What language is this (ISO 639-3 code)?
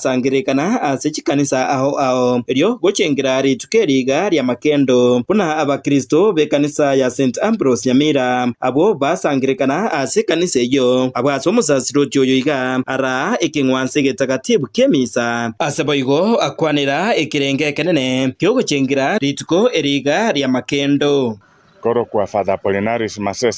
guz